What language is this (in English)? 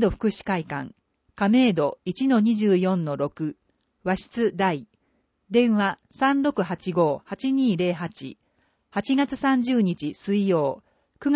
Japanese